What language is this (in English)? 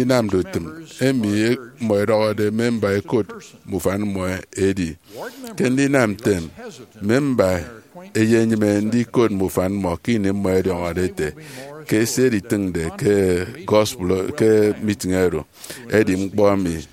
Efik